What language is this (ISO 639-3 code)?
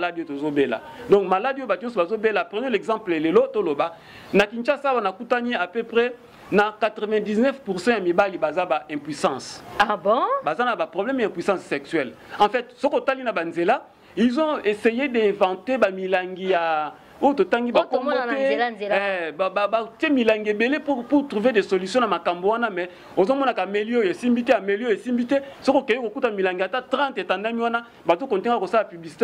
lin